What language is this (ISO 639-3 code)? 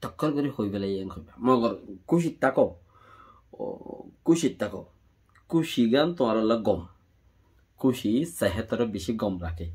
rhg